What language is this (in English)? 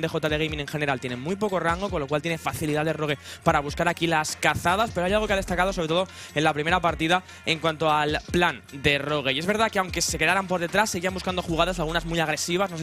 Spanish